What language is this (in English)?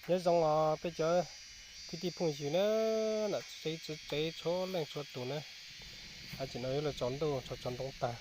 Hmong